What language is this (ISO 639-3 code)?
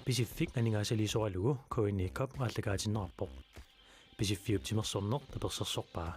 kal